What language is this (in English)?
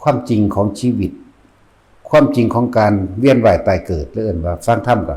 Northeastern Thai